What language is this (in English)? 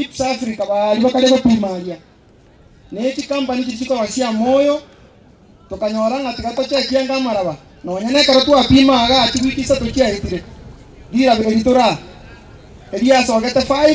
Gusii